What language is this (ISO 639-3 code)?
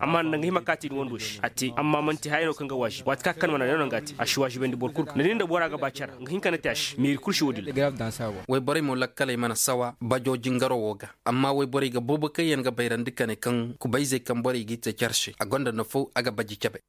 ses